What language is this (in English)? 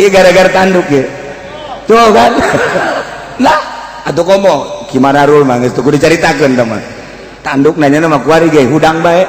Sundanese